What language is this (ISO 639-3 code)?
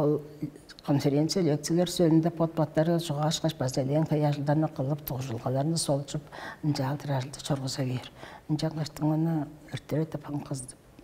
tyv